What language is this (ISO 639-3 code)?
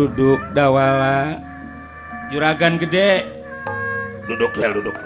bew